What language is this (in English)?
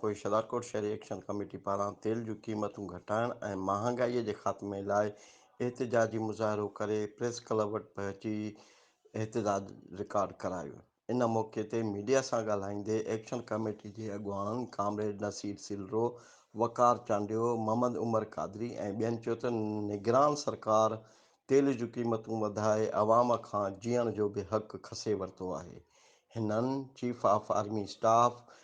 Sindhi